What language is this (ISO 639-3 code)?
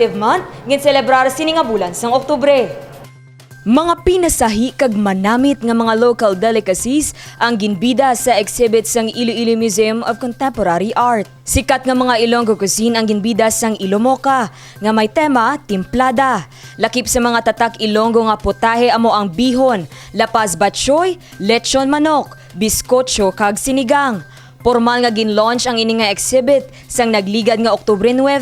hil